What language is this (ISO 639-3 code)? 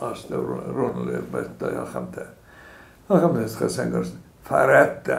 oss